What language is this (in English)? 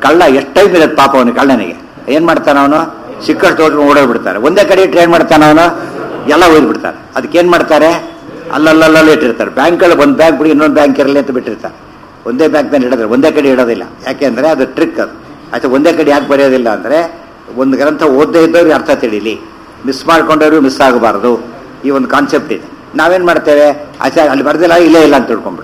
Kannada